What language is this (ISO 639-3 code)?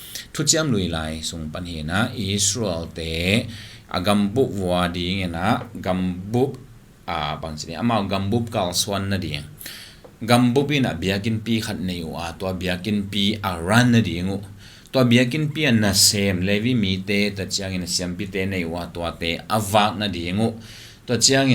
ctd